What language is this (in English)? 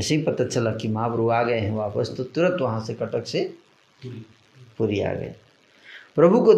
Hindi